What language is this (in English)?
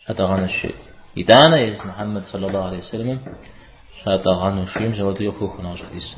Kabardian